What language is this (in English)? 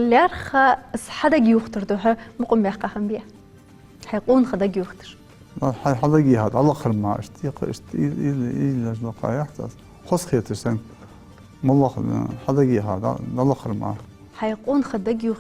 Ingush